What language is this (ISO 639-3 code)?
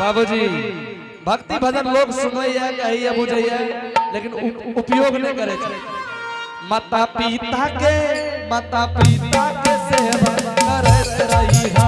anp